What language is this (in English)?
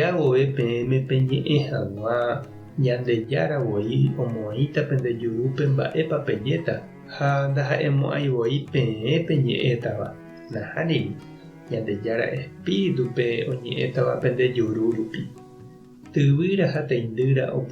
Guarani